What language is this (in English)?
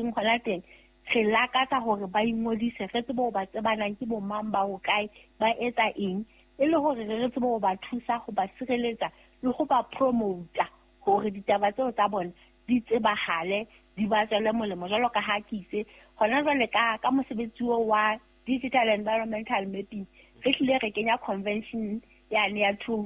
Southern Sotho